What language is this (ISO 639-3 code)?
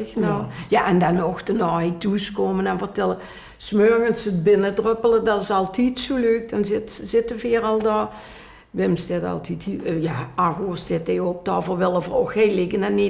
lim